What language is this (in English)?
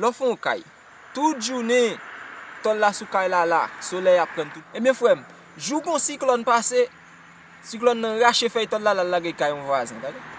Haitian Creole